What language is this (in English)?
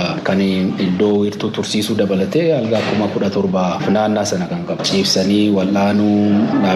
Oromo